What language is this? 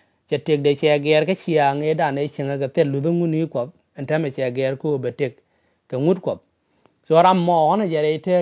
Nuer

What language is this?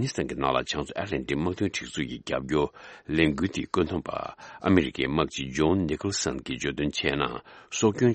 Tibetan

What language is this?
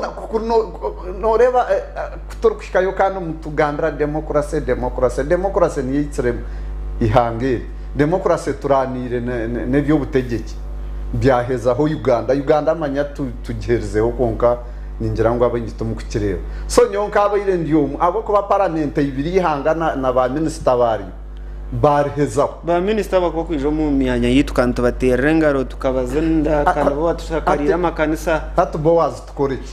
Nyankole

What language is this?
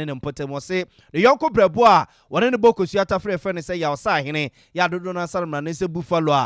Akan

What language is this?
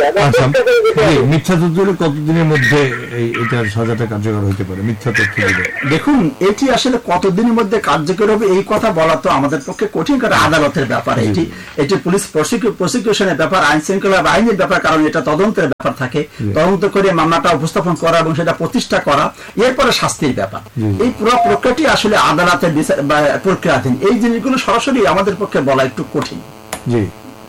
Bangla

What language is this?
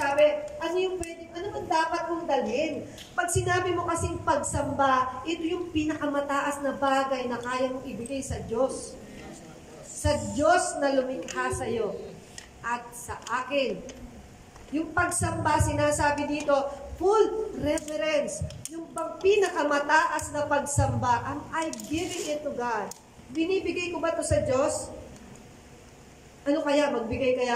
Filipino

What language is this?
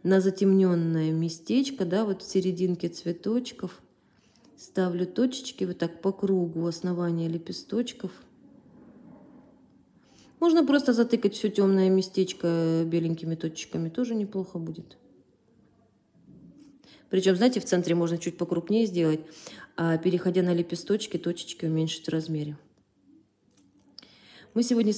Russian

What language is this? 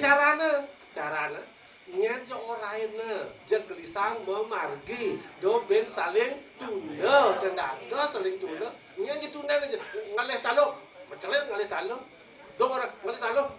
Balinese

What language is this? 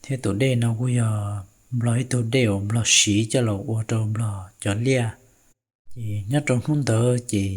Hmong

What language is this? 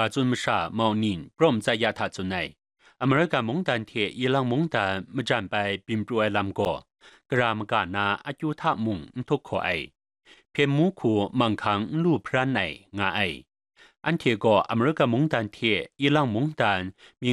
Kachin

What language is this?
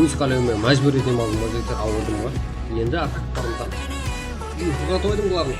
Kara-Kalpak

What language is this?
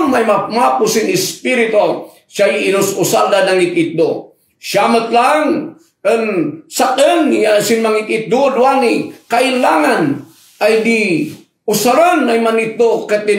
Kankanaey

